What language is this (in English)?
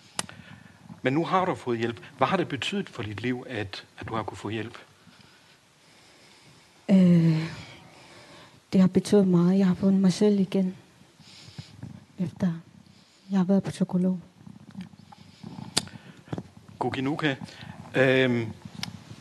Danish